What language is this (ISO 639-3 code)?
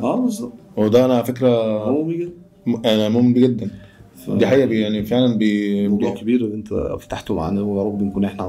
arz